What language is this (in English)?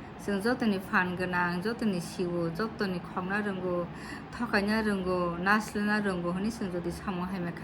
Kok Borok